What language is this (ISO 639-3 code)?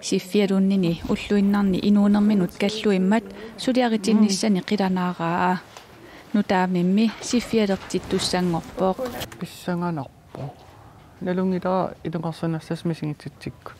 kal